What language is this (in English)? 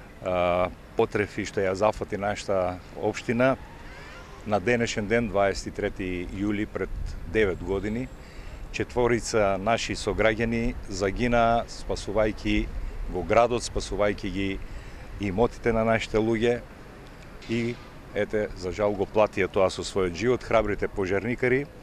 Macedonian